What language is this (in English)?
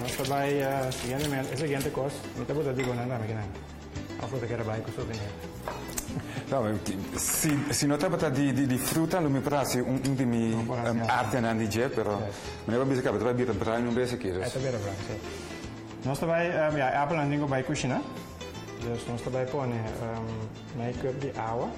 Papiamento